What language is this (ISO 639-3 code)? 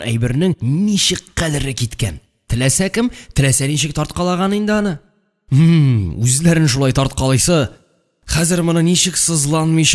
tat